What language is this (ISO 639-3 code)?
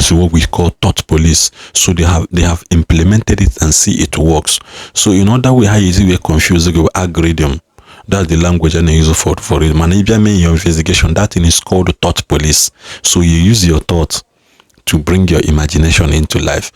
ibo